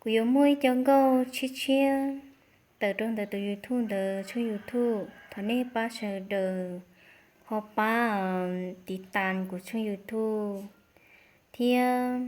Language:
Hmong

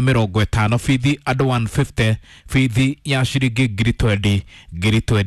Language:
Kikuyu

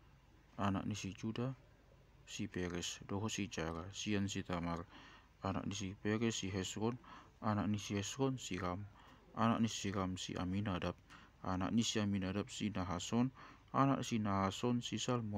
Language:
Batak Toba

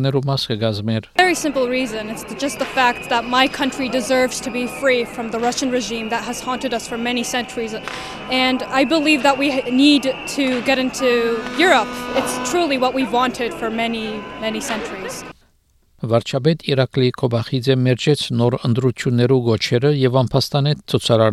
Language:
Armenian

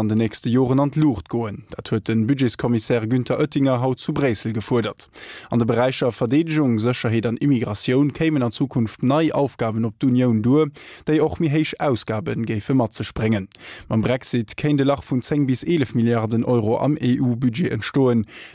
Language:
Luxembourgish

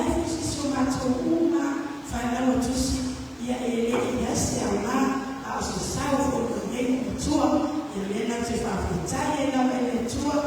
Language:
Samoan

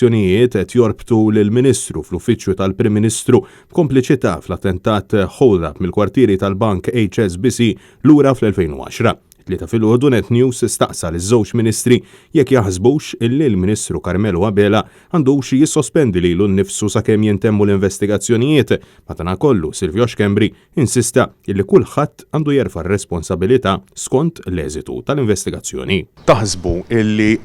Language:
Maltese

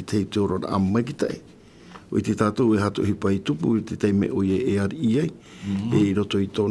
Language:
Tahitian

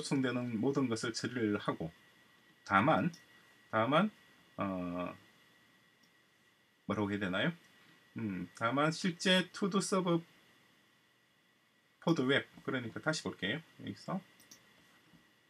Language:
Korean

